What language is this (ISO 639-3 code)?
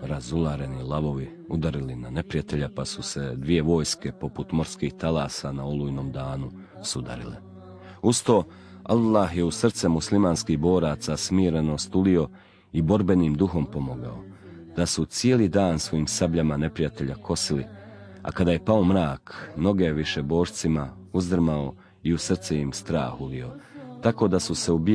bos